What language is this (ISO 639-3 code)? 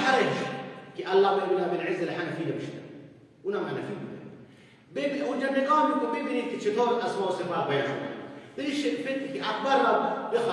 fas